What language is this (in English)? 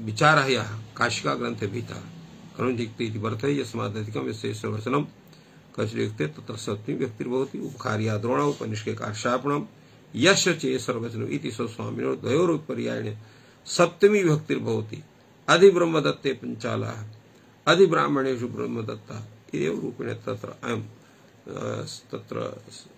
Sanskrit